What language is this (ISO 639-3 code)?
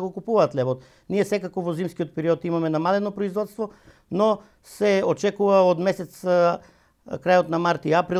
mkd